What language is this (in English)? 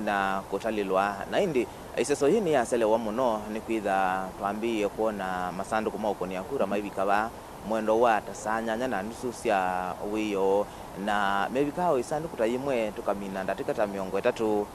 Kamba